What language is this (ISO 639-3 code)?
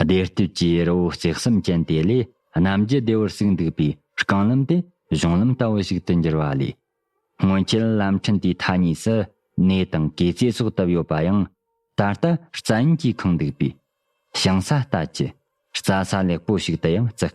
bod